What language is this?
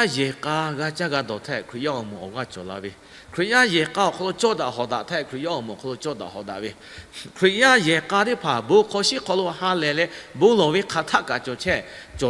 Lahu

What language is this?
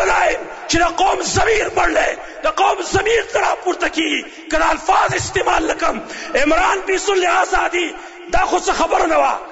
Pashto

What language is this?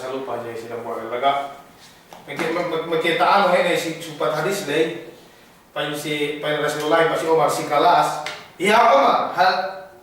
Yakan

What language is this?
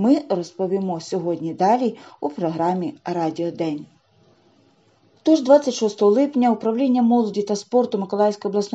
Ukrainian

